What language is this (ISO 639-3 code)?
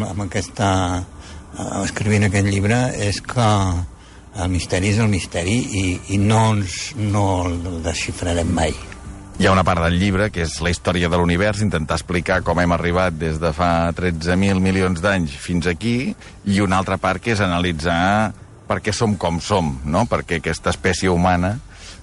cat